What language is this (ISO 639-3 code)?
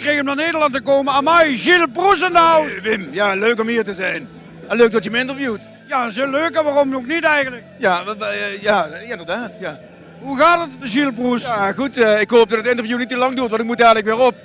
lim